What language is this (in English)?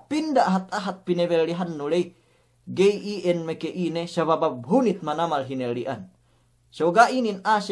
Yakan